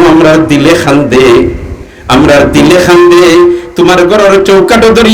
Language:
Sylheti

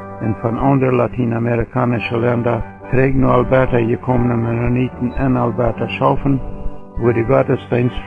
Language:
Plautdietsch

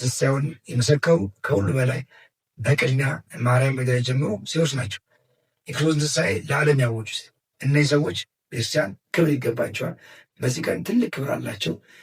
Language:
Amharic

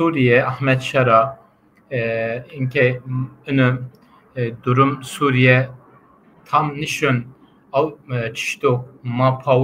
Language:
Zaza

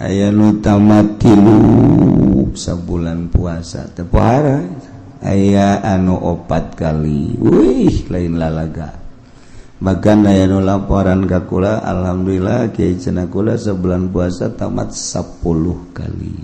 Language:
Sundanese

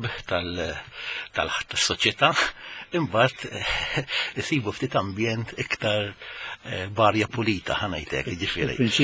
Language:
Maltese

